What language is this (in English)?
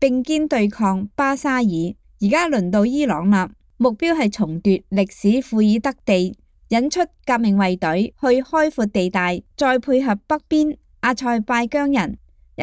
Cantonese